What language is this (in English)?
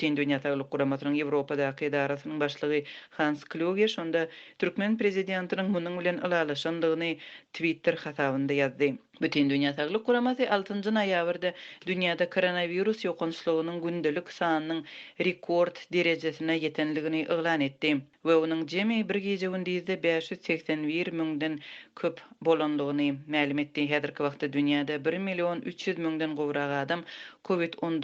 Turkmen